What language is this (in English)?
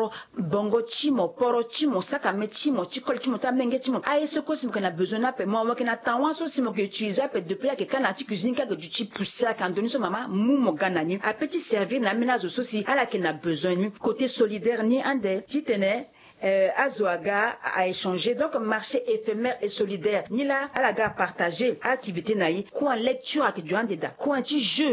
Sango